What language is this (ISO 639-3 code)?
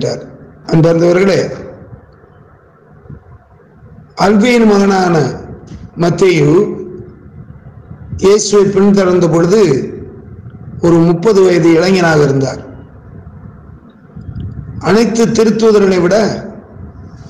tam